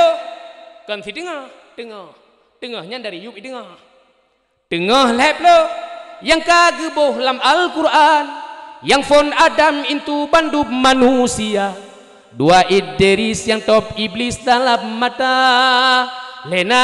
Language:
Achinese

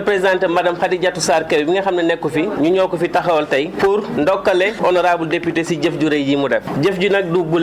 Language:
Wolof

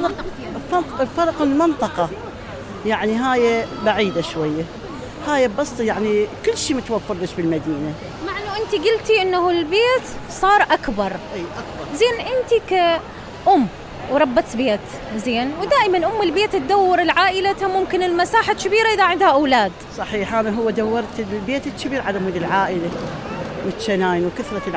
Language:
Mesopotamian Arabic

